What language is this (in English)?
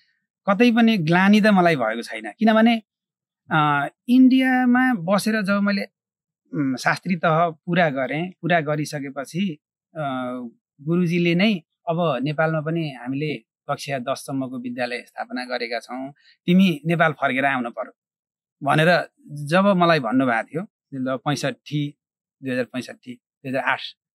Nepali